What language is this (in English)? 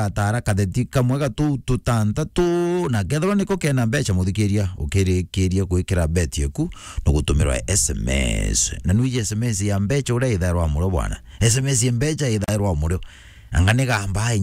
Meru